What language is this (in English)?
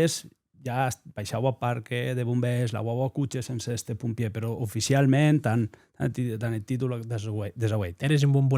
Occitan